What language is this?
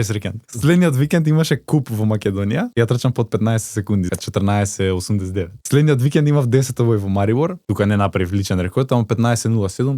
Macedonian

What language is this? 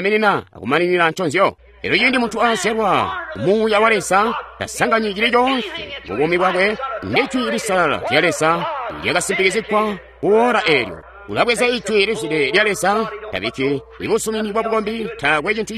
Tonga (Zambia)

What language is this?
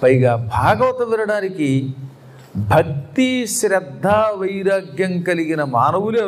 Telugu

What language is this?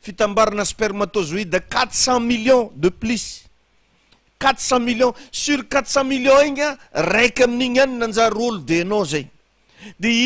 Malagasy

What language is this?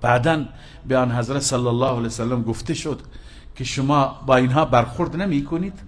Persian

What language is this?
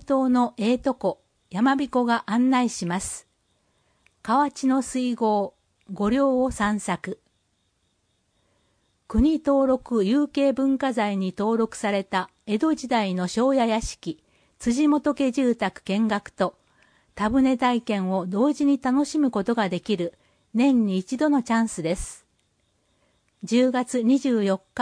Japanese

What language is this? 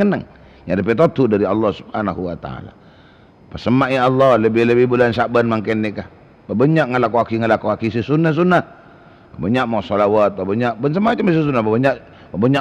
Madurese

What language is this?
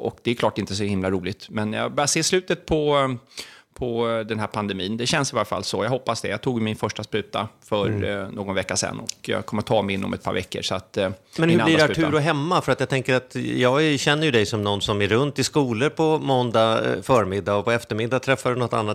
Swedish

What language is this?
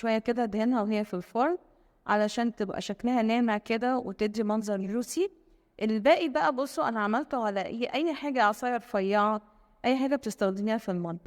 Egyptian Arabic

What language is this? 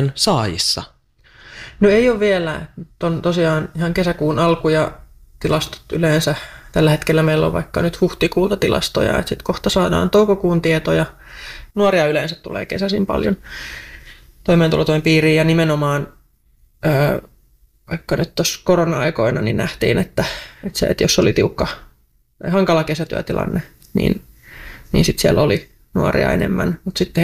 Finnish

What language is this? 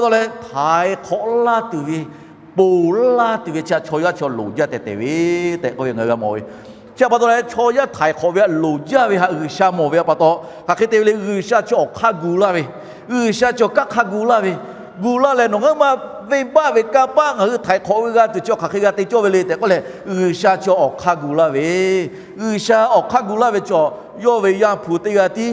Lahu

